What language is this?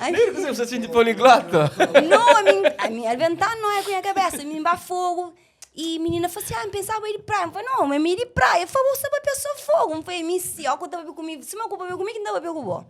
Kabuverdianu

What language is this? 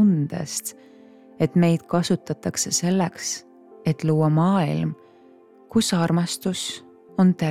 Estonian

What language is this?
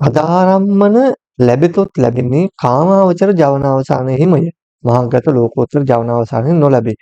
Sinhala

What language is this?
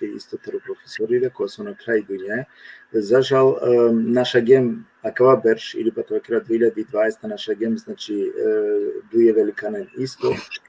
Balkan Romani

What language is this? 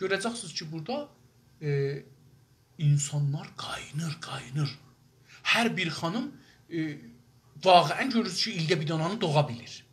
South Azerbaijani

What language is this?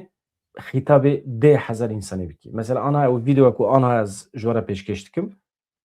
Kurdish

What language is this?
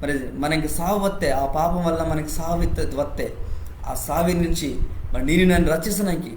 Koya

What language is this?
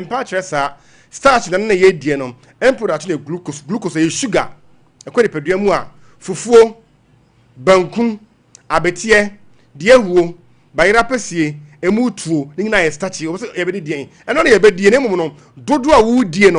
Akan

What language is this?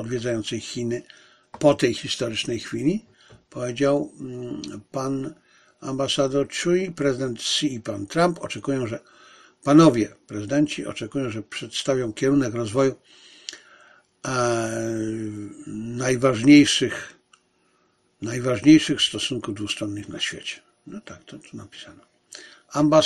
Polish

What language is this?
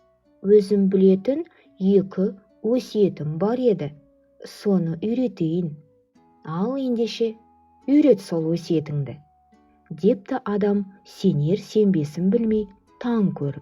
Kazakh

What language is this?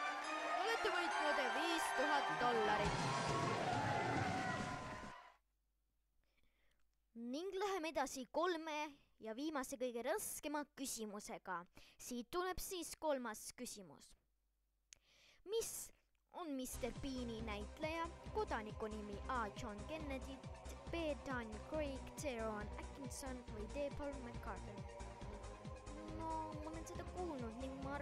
Estonian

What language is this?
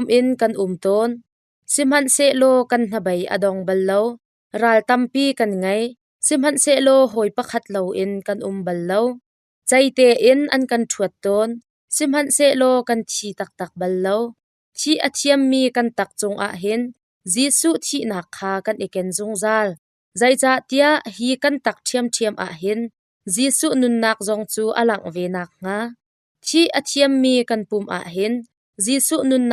Hakha Chin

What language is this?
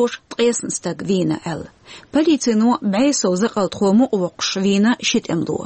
Chechen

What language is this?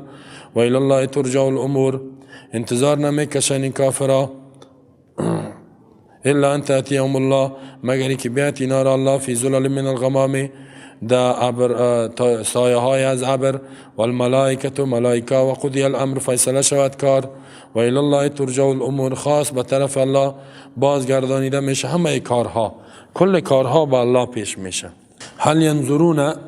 Persian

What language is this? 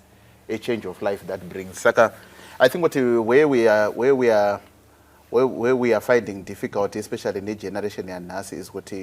Shona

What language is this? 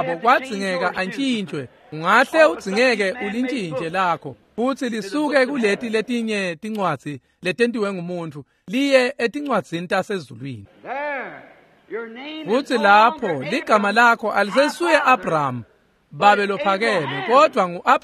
Swati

